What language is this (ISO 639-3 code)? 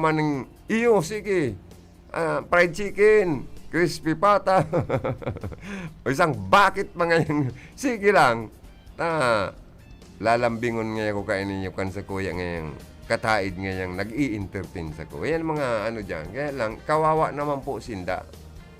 bik